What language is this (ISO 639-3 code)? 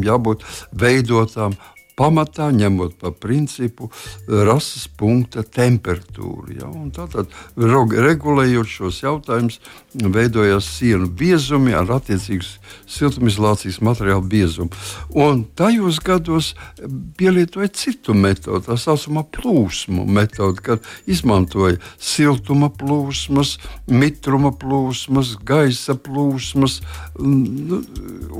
lav